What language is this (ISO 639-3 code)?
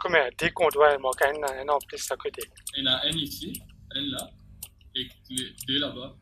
mfe